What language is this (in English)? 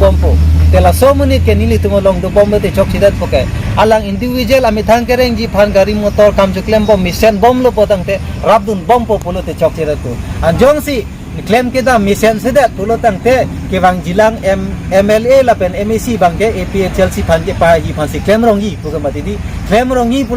Karbi